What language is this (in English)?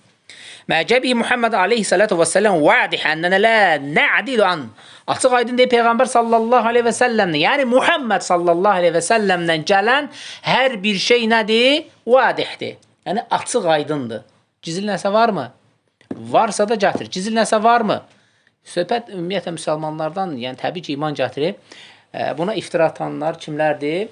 Azerbaijani